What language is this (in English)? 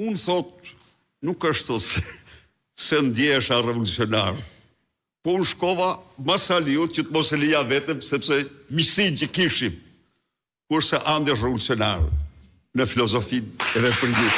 Albanian